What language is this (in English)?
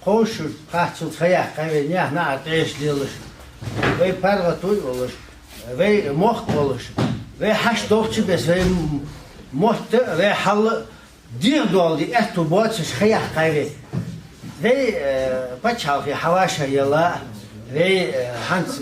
Ingush